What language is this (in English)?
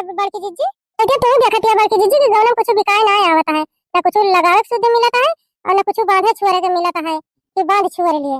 Awadhi